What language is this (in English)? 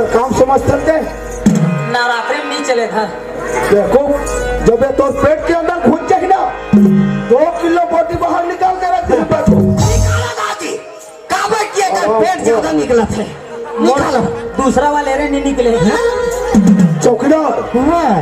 Chhattisgarhi